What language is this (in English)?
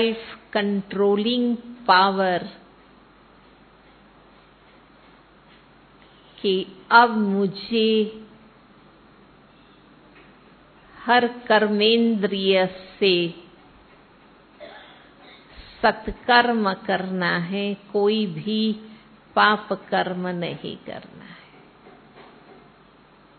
Hindi